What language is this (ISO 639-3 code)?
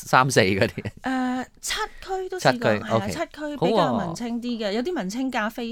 yue